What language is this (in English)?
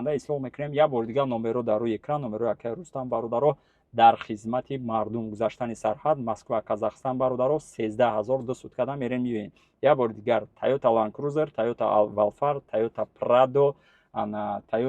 Tajik